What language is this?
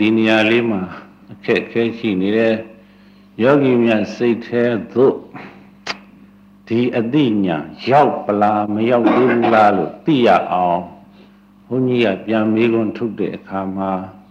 Burmese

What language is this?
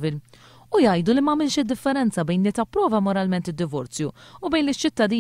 Maltese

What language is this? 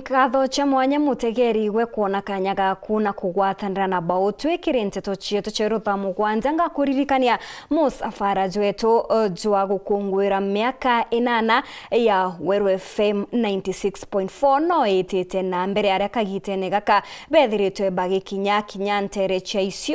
Meru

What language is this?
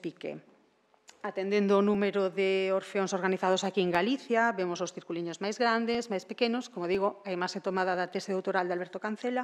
Galician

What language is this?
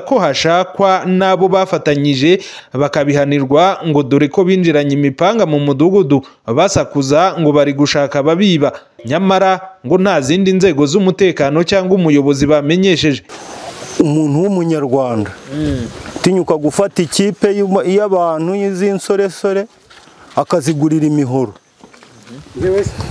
Kinyarwanda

